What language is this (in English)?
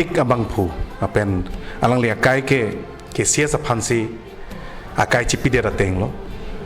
Karbi